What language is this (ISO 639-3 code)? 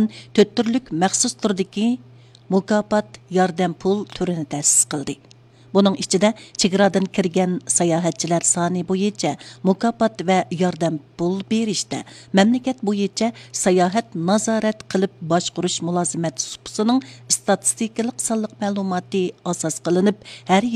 uig